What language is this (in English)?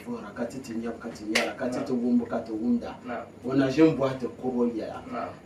Dagbani